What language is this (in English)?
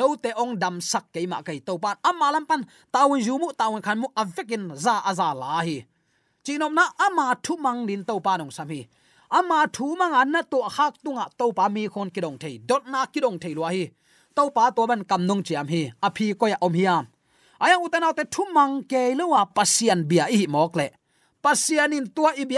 Tedim Chin